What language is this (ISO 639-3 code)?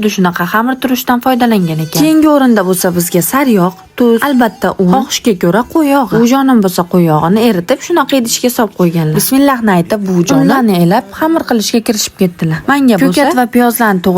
uzb